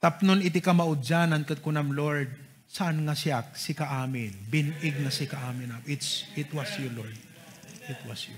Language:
Iloko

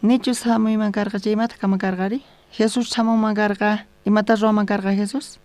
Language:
South Bolivian Quechua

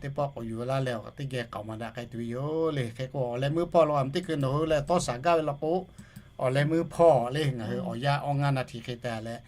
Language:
Lahu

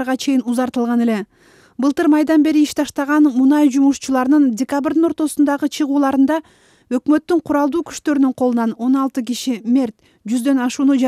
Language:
Kyrgyz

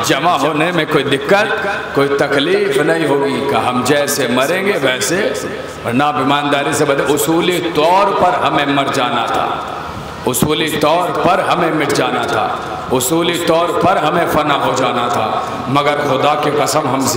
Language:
Urdu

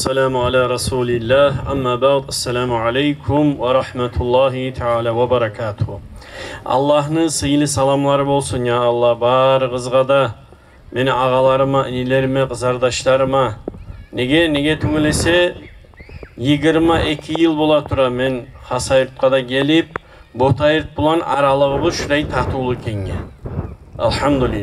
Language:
Kumyk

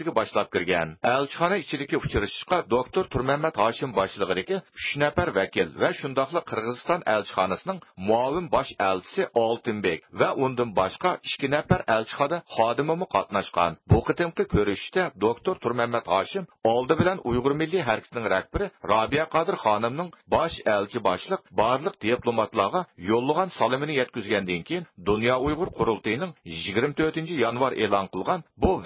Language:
Uyghur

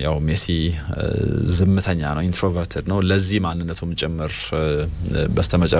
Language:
Amharic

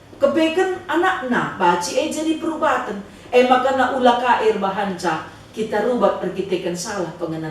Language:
Batak Karo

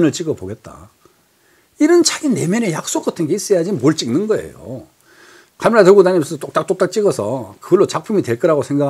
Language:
Korean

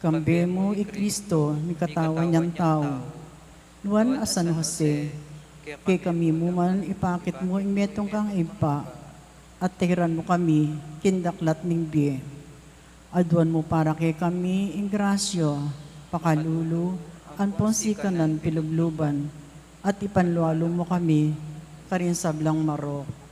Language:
Pampanga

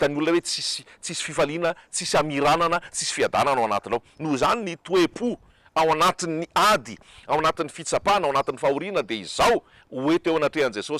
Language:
Malagasy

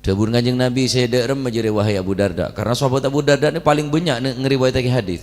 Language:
Madurese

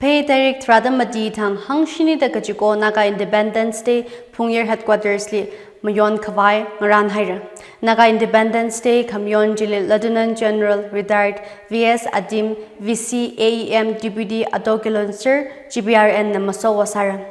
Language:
Tangkhul Naga (India)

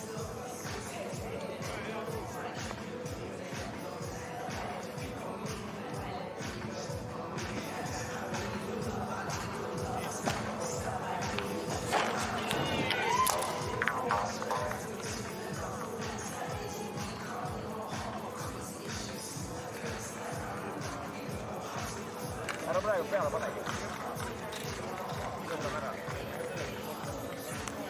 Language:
Estonian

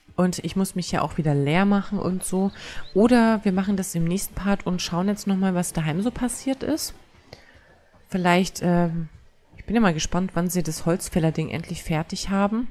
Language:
German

